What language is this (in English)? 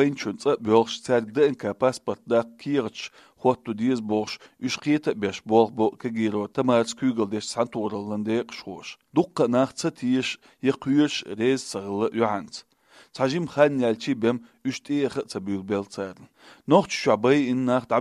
Chechen